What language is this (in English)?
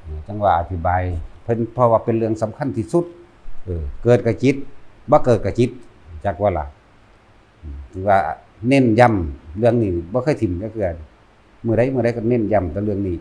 Northeastern Thai